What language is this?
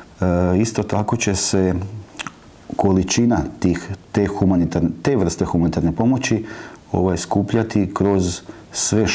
Croatian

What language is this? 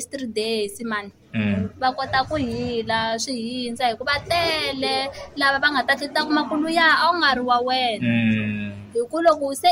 Tsonga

